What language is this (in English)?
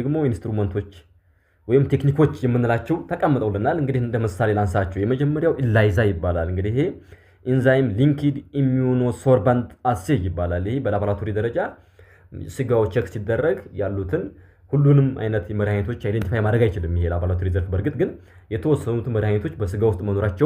Amharic